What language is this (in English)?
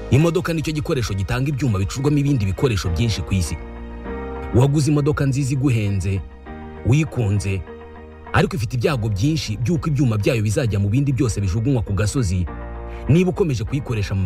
Kinyarwanda